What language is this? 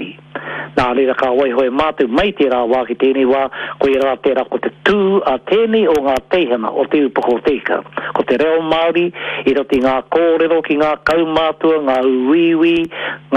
Māori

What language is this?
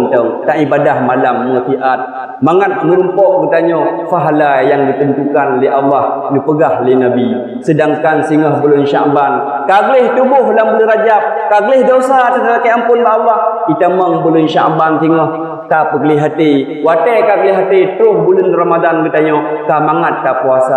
Achinese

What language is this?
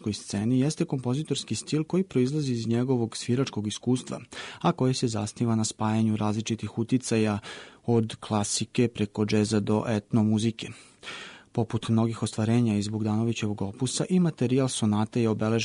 Serbian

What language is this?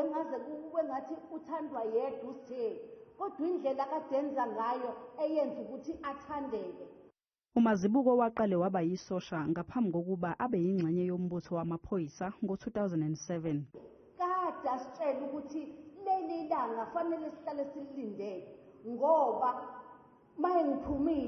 Zulu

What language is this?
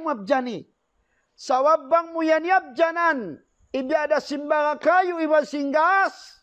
Tausug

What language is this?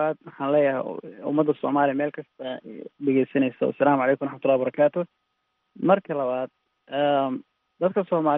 Somali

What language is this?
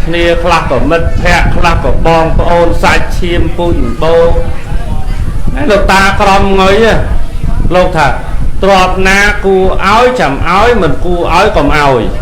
Khmer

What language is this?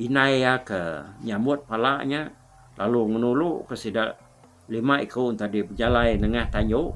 Iban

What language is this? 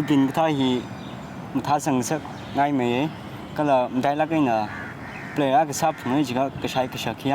Tangkhul Naga (India)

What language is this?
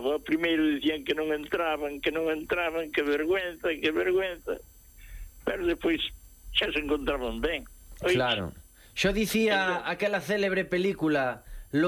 Galician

